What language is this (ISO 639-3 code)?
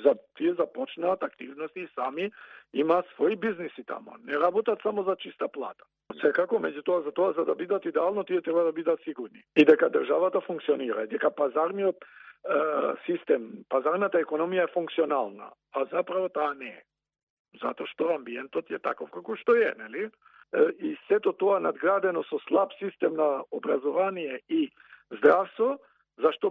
mkd